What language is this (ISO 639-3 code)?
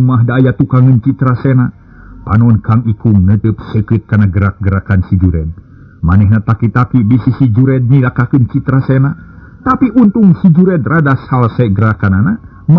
sun